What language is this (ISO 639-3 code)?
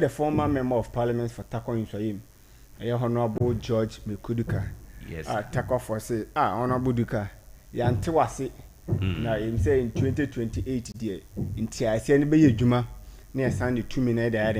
aka